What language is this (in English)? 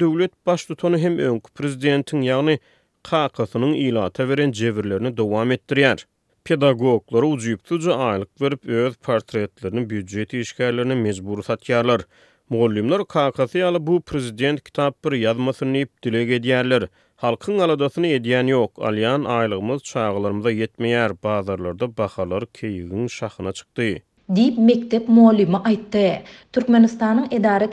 Kyrgyz